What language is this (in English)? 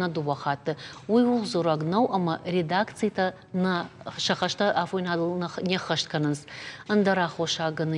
Ossetic